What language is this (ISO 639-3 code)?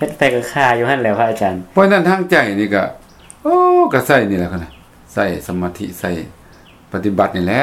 lao